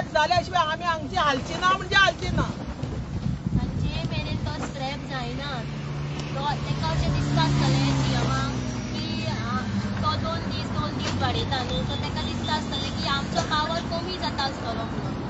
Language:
Konkani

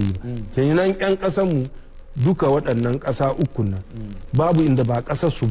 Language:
Hausa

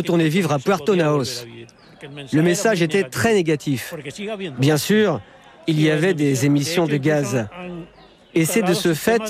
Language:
French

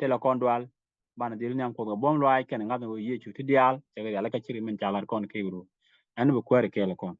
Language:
Nuer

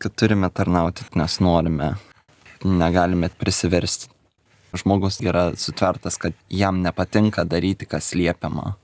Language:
Lithuanian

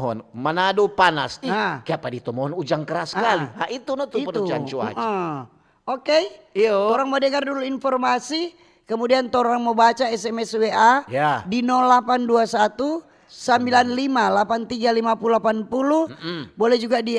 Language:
Manado Malay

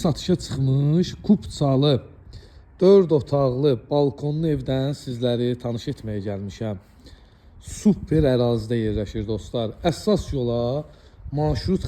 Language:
Azerbaijani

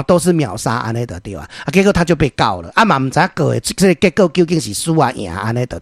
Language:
Min Nan Chinese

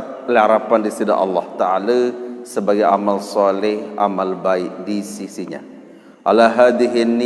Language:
Sasak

